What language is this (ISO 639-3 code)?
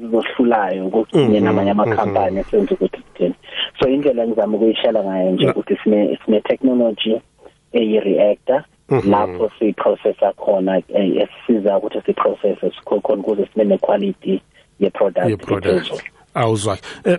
nbl